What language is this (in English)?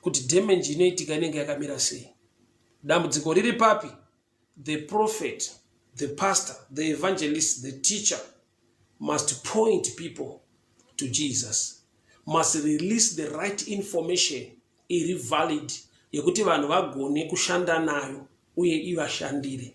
Shona